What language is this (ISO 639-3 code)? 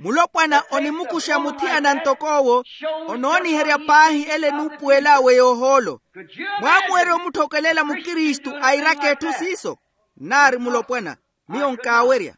vmw